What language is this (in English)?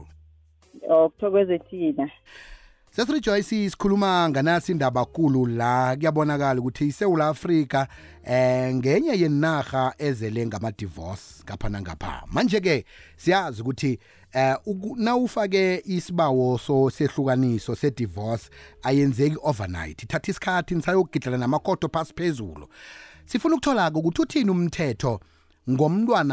South Ndebele